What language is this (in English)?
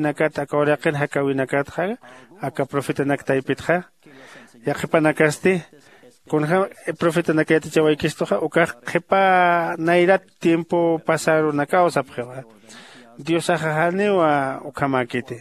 Aymara